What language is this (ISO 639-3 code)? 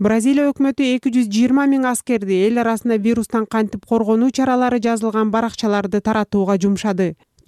kir